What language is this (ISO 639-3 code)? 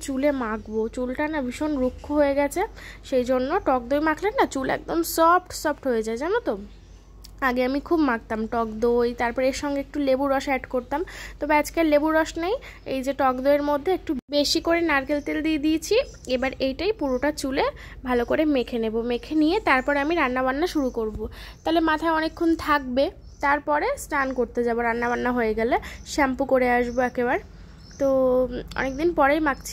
ben